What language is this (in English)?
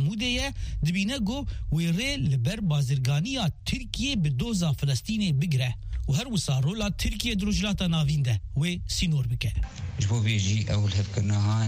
Kurdish